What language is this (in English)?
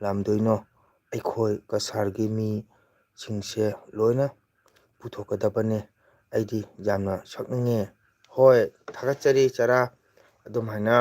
Manipuri